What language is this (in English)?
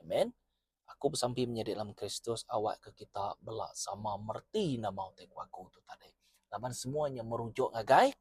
Iban